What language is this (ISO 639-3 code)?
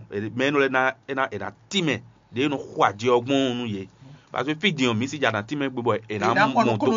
fon